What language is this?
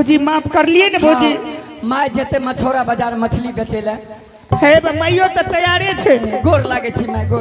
Angika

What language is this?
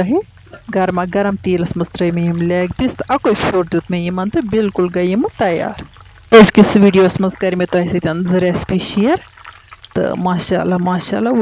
Kashmiri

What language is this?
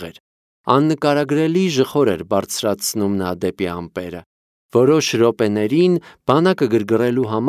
Armenian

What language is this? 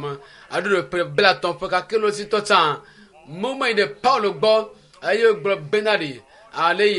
Ewe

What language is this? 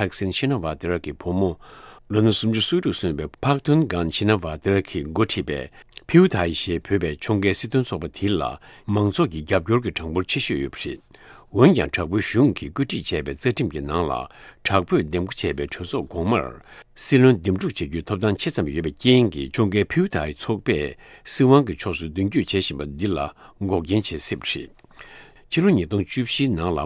Tibetan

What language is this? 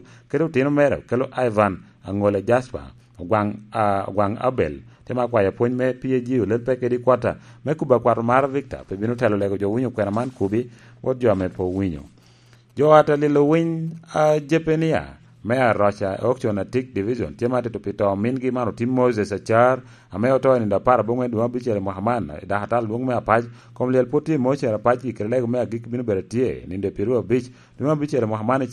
Lango (Uganda)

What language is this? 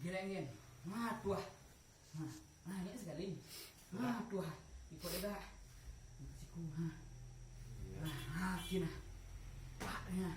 Minangkabau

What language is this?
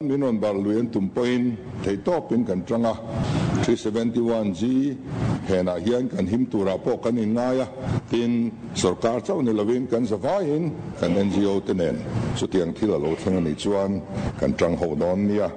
Mizo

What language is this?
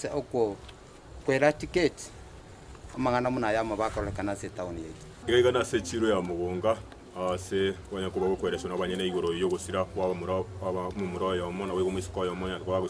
Gusii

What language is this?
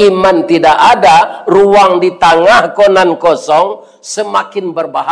Minangkabau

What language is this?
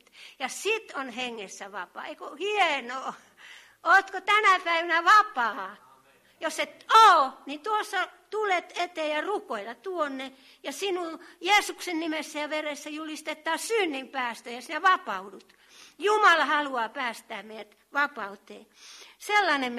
Finnish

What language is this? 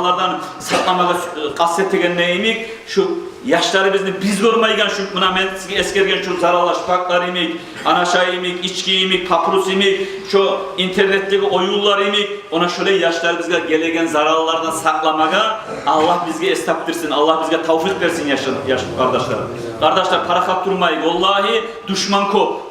Kumyk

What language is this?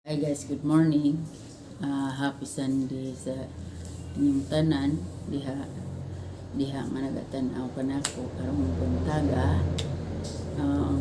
Cebuano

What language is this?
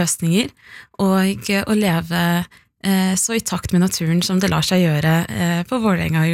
Norwegian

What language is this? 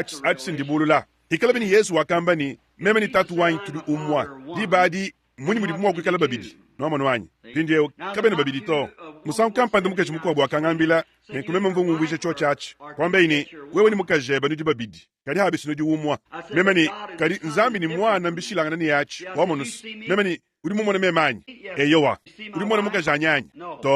Luba-Lulua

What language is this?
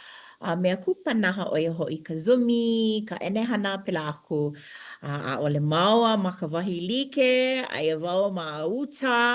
Hawaiian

